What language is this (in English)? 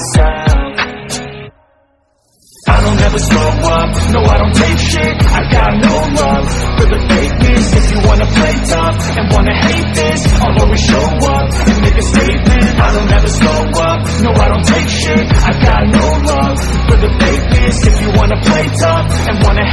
English